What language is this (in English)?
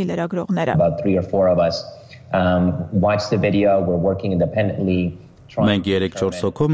Armenian